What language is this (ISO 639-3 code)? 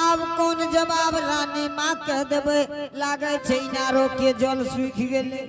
anp